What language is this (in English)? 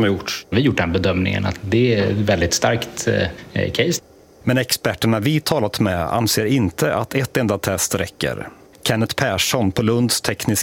Swedish